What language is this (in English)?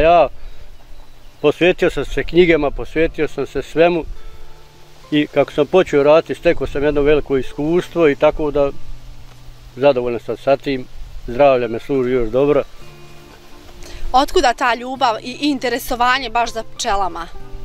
Bosnian